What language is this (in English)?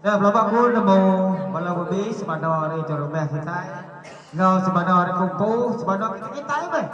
Iban